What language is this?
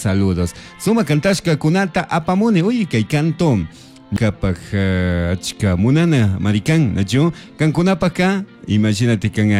Chimborazo Highland Quichua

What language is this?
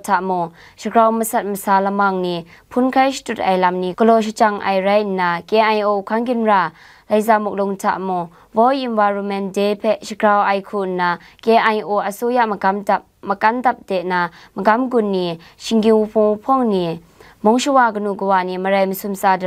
Kachin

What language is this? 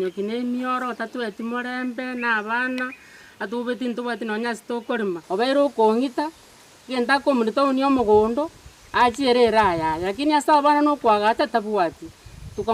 Gusii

